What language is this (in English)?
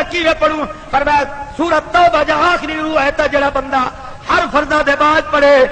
Saraiki